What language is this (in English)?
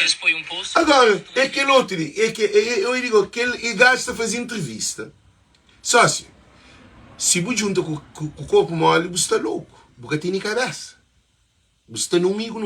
Kabuverdianu